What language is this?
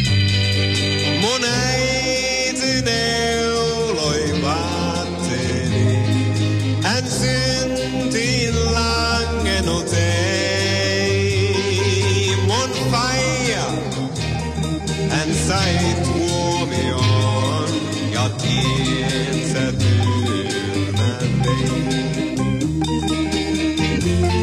Finnish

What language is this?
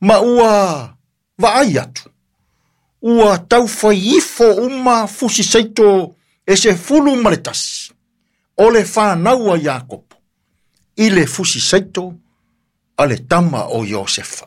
Samoan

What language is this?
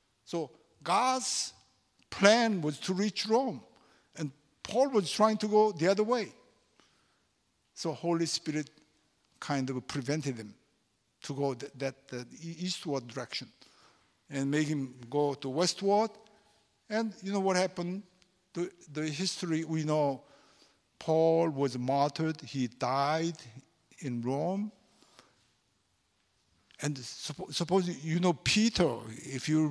English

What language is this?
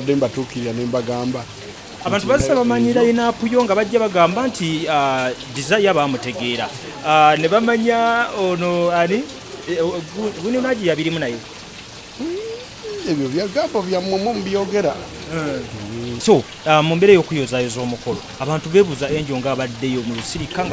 Ganda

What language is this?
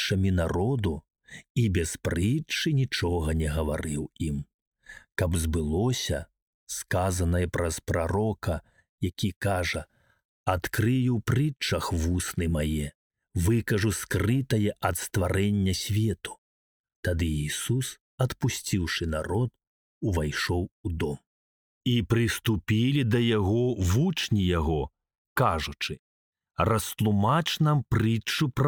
Belarusian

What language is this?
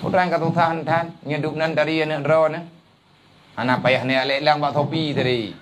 Achinese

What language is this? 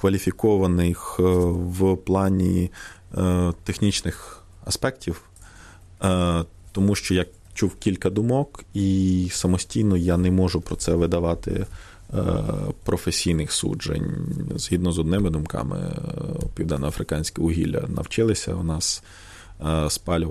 Ukrainian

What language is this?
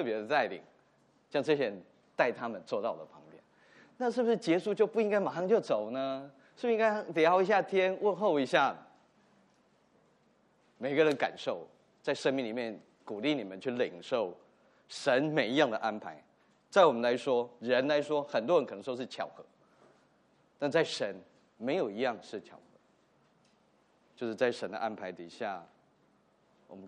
Chinese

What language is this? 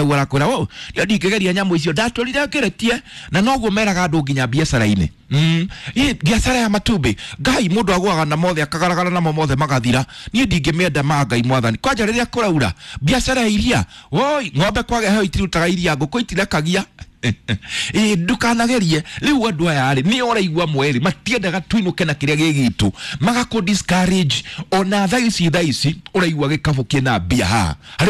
Kikuyu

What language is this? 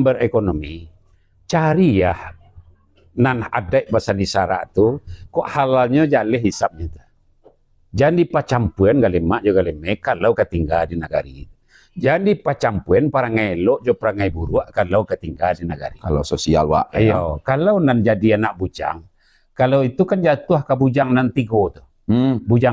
Minangkabau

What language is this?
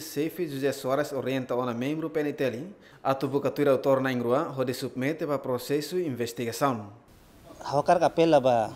Tetum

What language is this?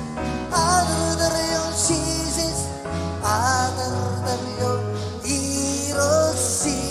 Marshallese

